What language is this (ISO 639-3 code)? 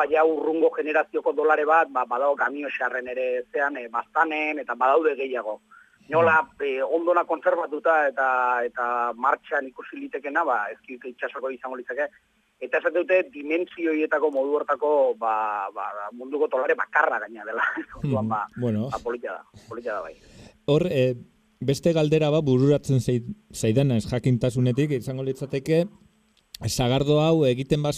eus